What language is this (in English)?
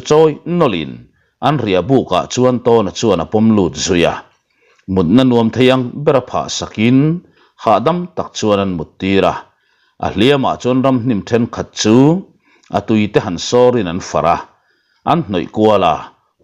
Mizo